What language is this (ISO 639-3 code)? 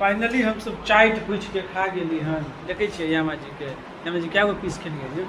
mai